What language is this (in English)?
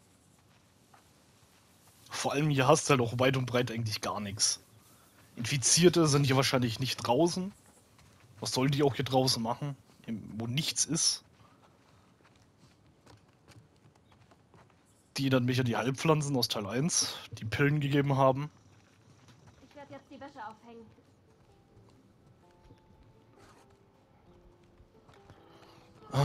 German